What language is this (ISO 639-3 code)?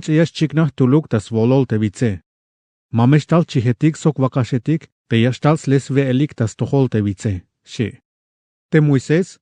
tzh